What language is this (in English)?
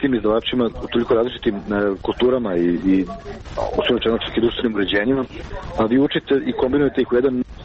Serbian